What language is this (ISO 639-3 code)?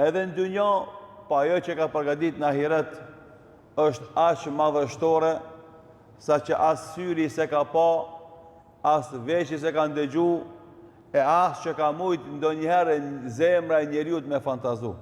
sqi